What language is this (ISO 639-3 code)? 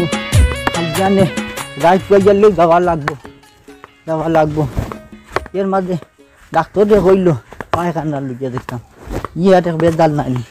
syl